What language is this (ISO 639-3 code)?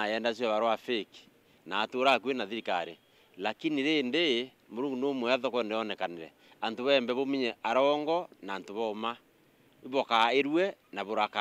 mer